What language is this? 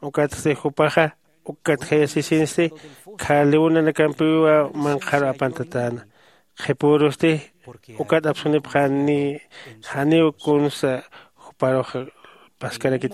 Aymara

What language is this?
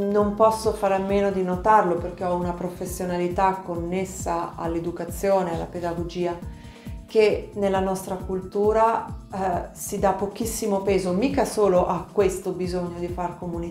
Italian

